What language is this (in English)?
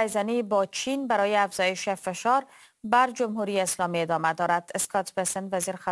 Persian